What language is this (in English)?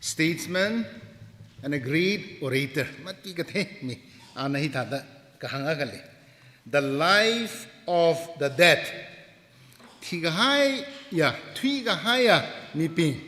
Tangkhul Naga (India)